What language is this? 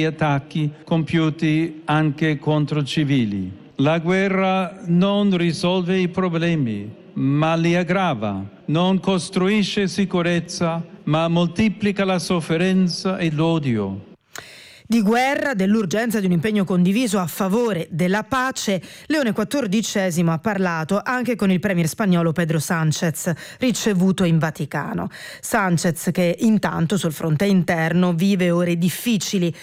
Italian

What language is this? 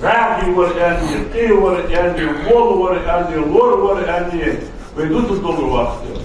Ingush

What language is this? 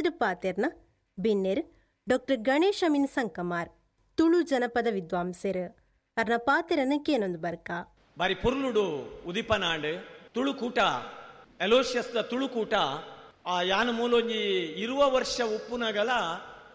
Tulu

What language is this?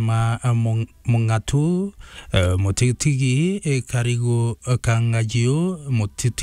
Meru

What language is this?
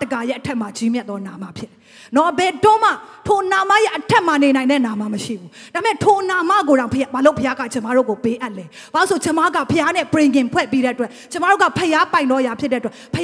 Burmese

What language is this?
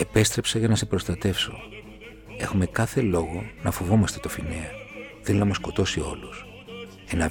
Greek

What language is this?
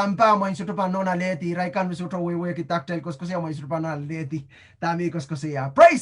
Pohnpeian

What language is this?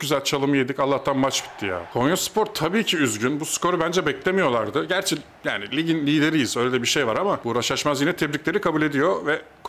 Turkish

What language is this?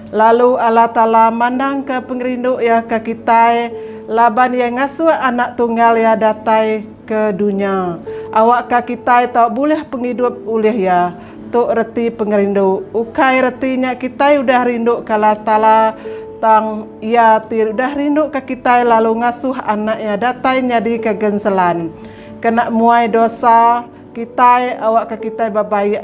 Iban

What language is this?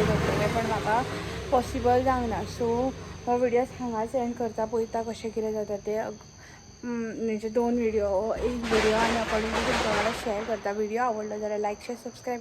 Konkani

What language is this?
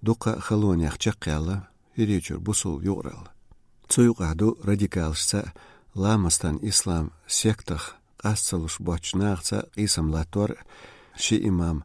Chechen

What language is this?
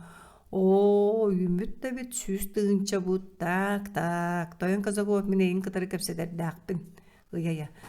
Yakut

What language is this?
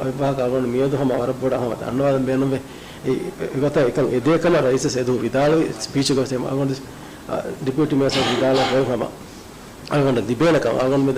Divehi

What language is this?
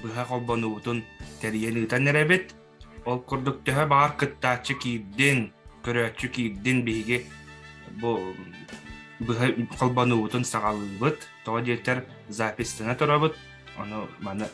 Yakut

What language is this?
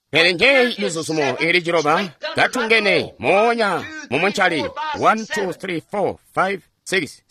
Tonga (Zambia)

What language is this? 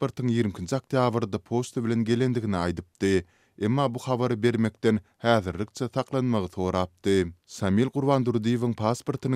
Turkmen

